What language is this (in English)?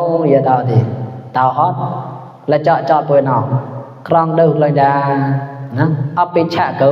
Mon